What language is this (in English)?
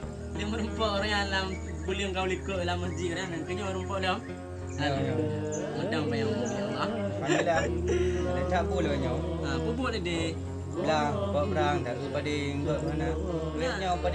Achinese